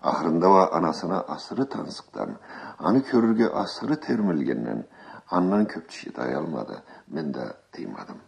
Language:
Karachay-Balkar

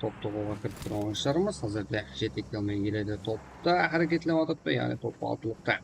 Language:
Kara-Kalpak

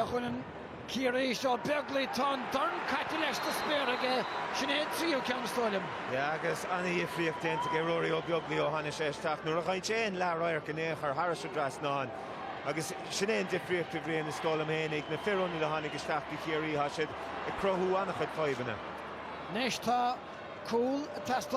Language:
Irish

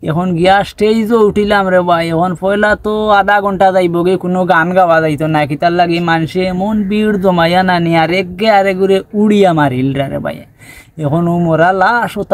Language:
Sylheti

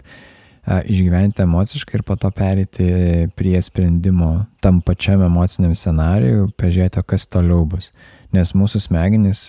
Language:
Lithuanian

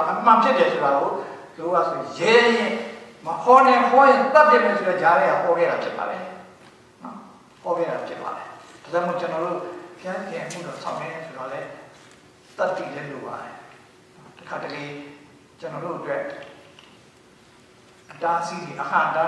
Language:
Burmese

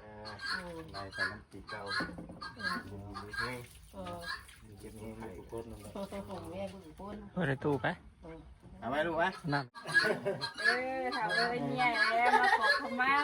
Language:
Northeastern Thai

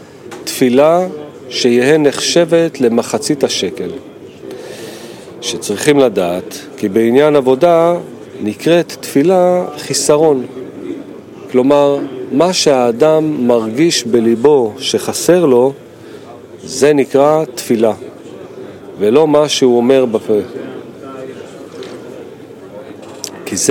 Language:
Hebrew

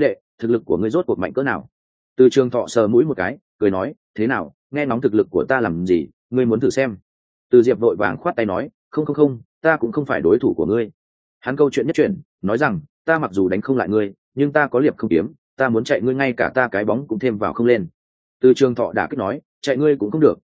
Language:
Vietnamese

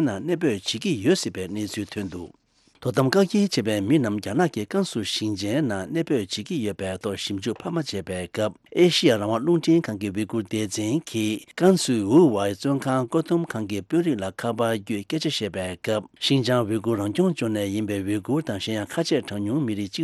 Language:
Tibetan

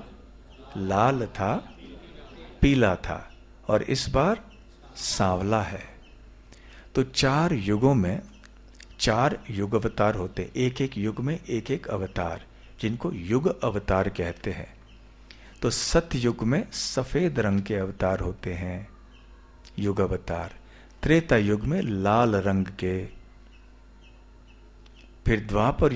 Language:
Hindi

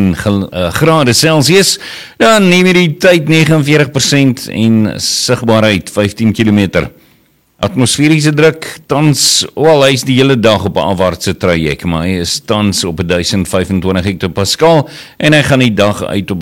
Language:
Afrikaans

